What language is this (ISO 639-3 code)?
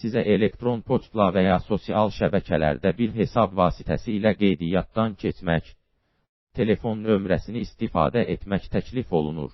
aze